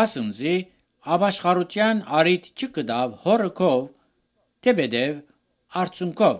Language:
Armenian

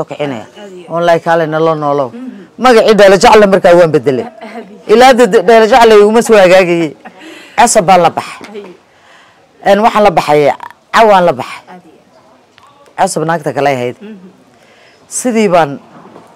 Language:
Somali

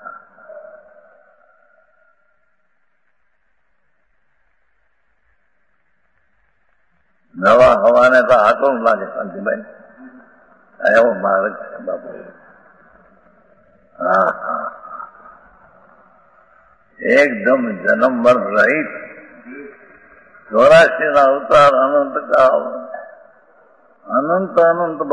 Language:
Gujarati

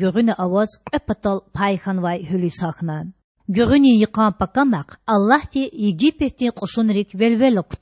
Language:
Lezghian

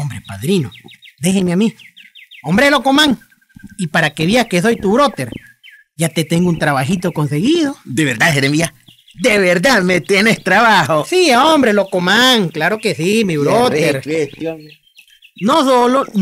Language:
Spanish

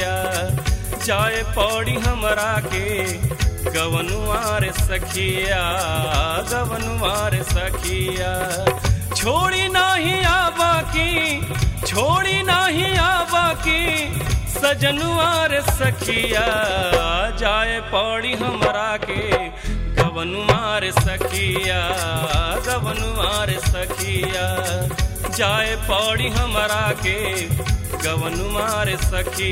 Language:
Bhojpuri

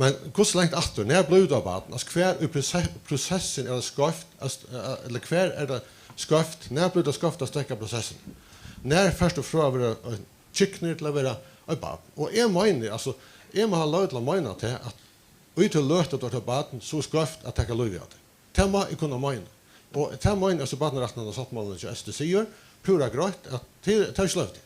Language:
Faroese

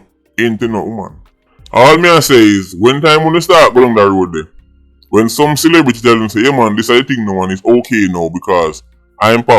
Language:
Jamaican Creole English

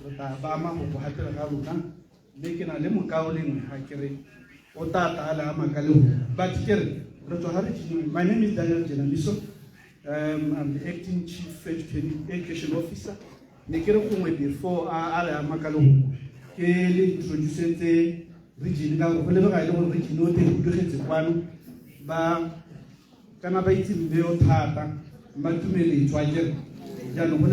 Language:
Tswana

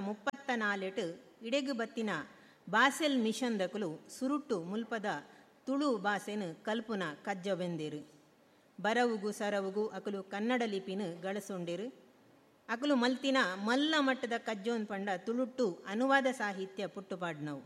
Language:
Tulu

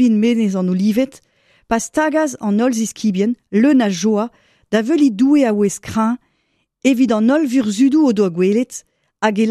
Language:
Breton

